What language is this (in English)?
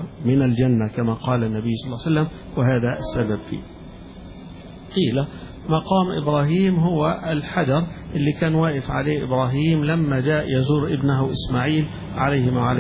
Arabic